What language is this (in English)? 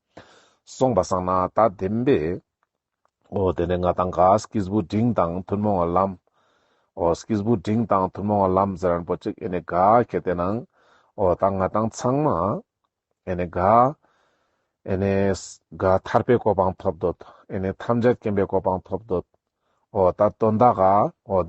Ladakhi